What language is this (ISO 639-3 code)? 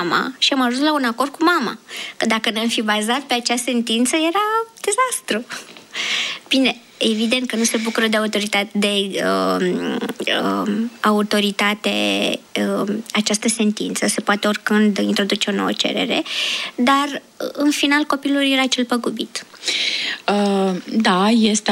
ron